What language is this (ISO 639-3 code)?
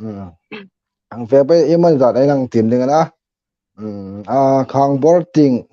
hmr